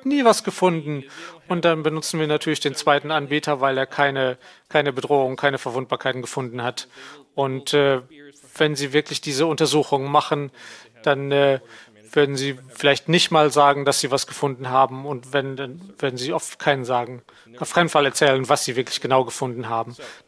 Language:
German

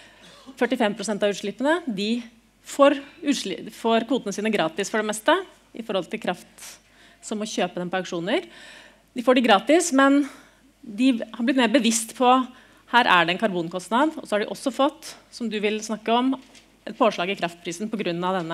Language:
Norwegian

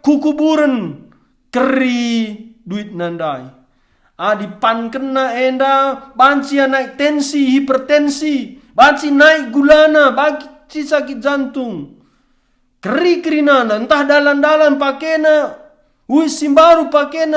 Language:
Batak Karo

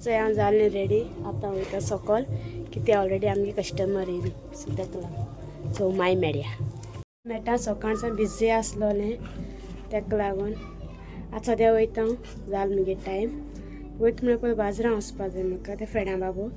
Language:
Konkani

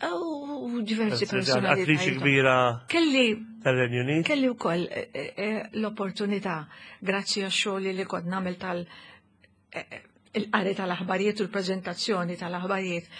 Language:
Maltese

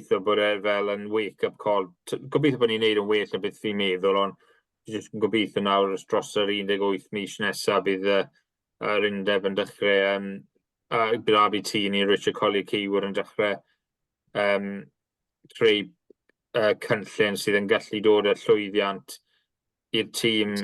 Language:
Welsh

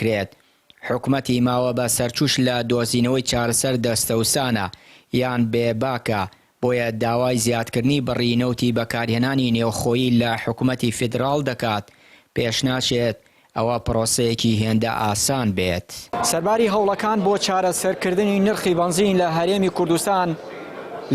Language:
Central Kurdish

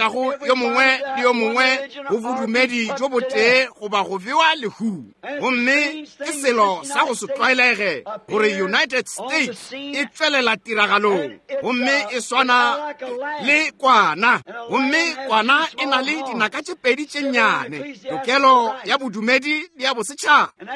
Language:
Northern Sotho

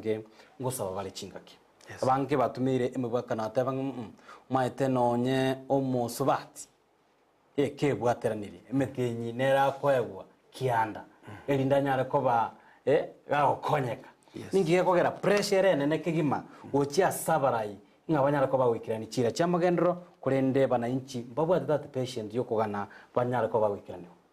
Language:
Gusii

